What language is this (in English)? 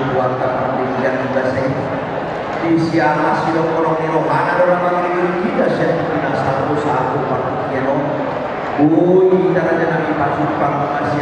Batak Toba